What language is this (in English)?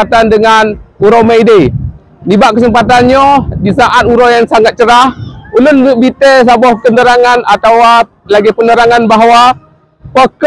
Achinese